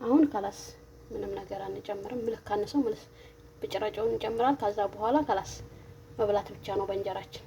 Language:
Amharic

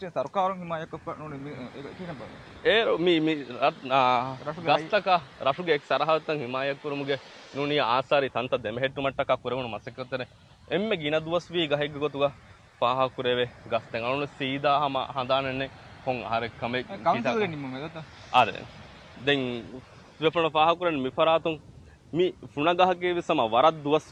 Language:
Divehi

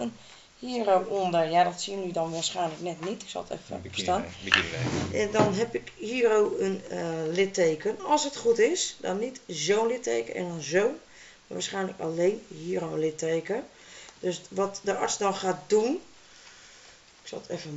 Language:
Dutch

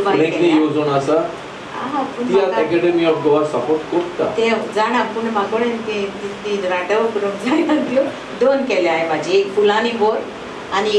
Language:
Konkani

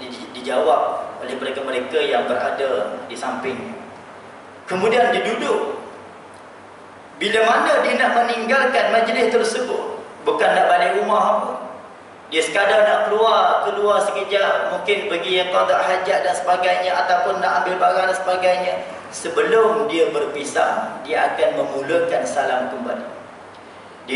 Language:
Malay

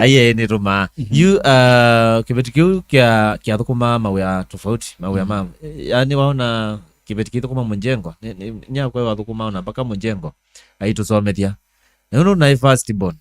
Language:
Kamba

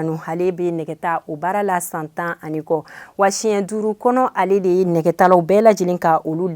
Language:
Bambara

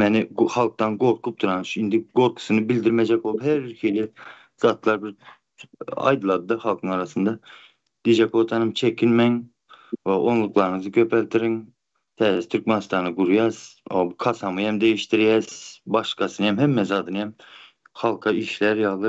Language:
Turkmen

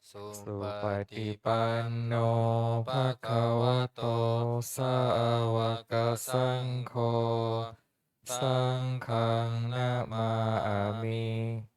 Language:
Pali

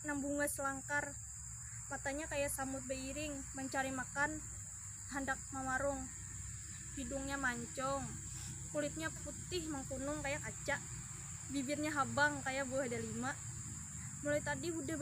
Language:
Banjar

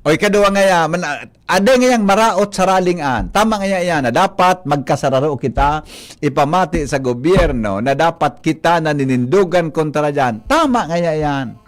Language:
Bikol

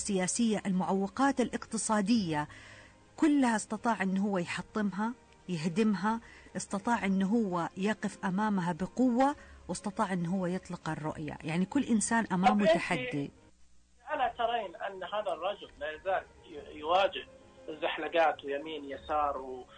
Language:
Najdi Arabic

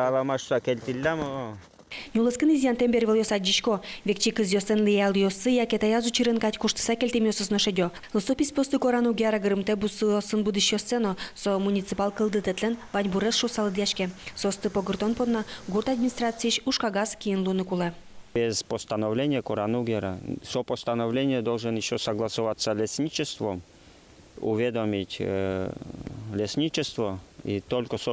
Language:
Udmurt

